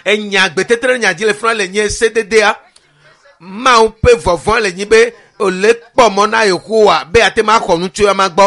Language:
Ewe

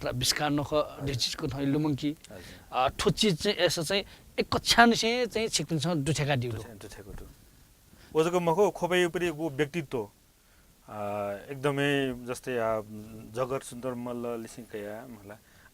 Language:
Newari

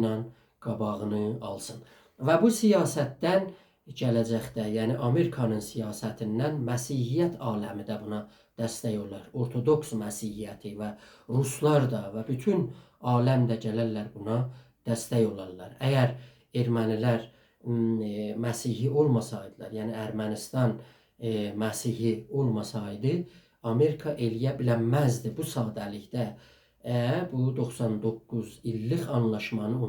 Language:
South Azerbaijani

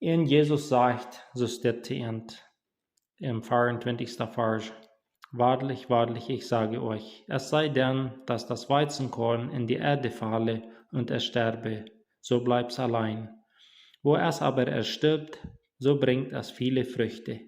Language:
Plautdietsch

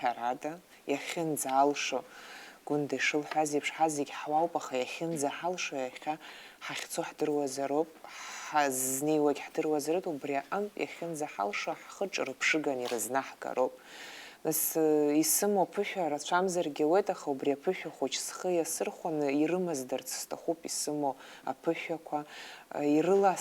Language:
Abkhazian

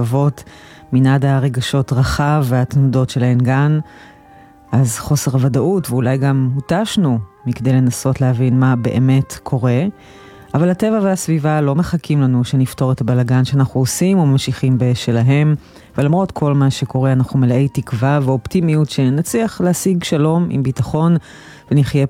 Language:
Hebrew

